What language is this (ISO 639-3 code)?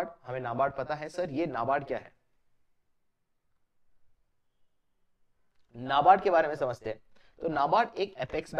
hin